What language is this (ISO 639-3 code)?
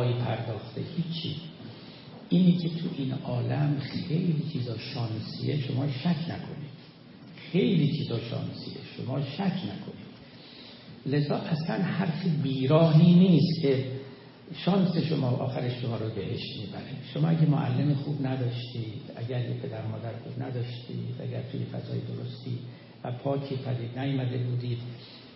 fas